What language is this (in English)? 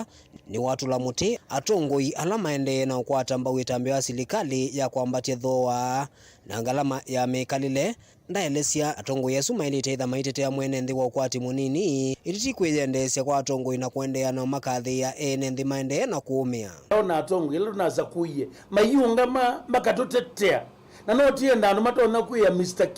Kamba